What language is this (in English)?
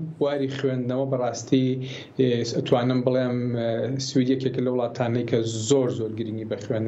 Central Kurdish